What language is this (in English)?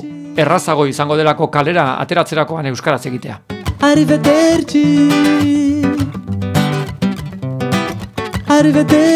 Basque